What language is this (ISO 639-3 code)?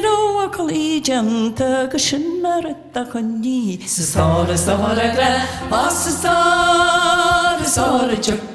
gle